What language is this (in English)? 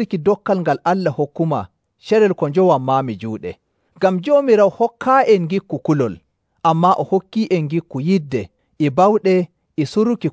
Nigerian Fulfulde